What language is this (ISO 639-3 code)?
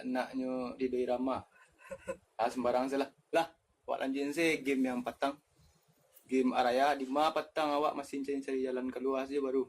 min